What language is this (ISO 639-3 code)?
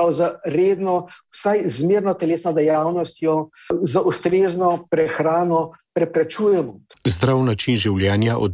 slv